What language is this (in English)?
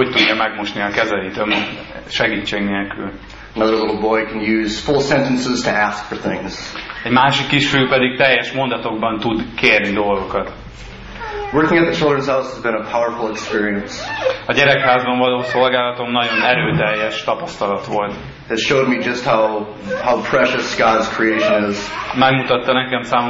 Hungarian